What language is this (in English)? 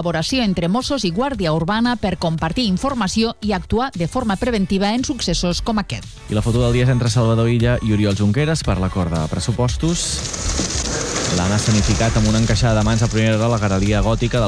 Catalan